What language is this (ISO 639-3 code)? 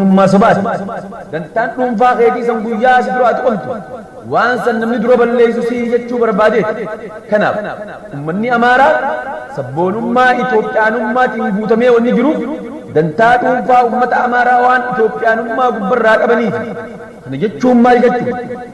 orm